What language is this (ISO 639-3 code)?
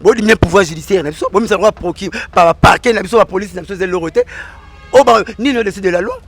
lin